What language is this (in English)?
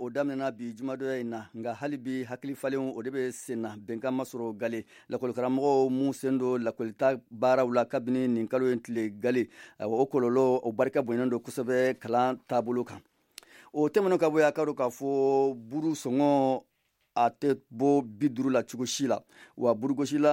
Bambara